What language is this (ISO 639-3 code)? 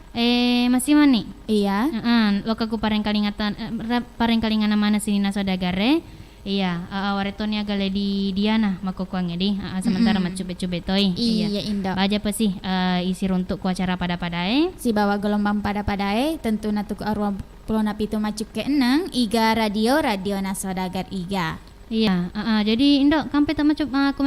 bug